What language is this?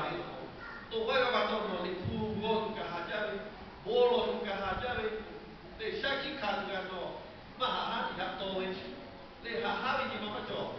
Lahu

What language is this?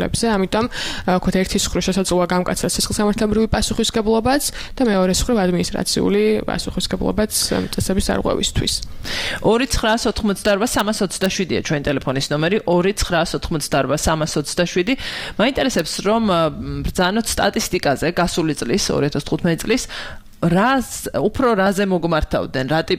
Georgian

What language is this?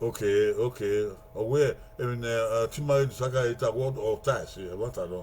Bini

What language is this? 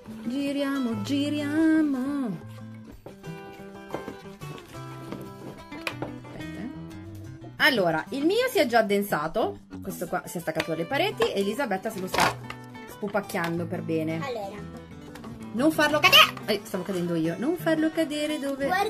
Italian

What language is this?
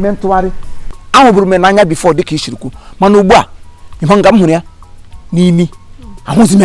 Igbo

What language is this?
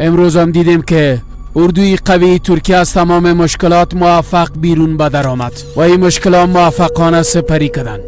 Persian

